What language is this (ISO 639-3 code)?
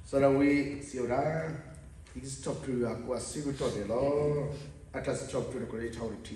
ksw